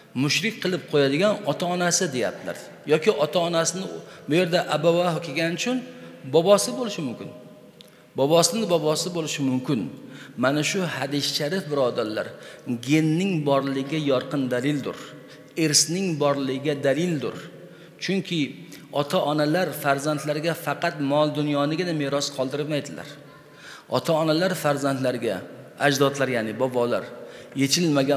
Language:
Uzbek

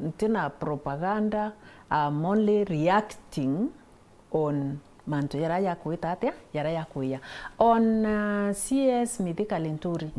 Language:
Meru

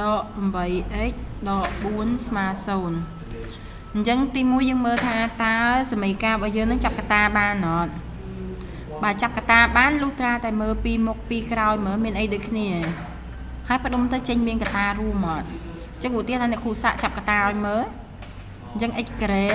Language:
Khmer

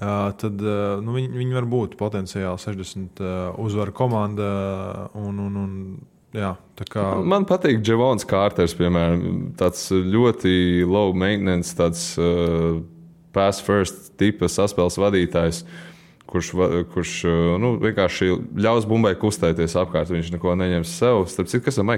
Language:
Latvian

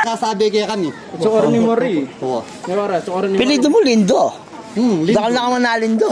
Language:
Pampanga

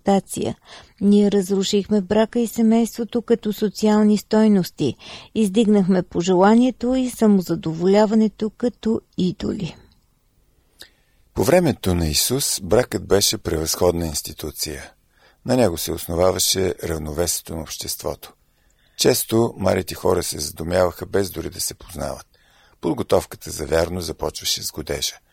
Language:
Bulgarian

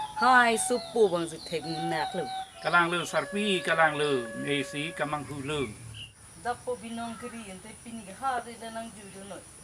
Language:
Karbi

